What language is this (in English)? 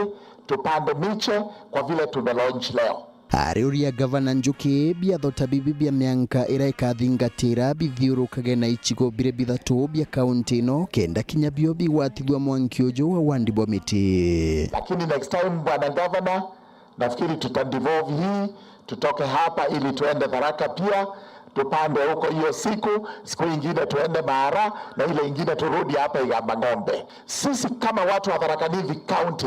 Meru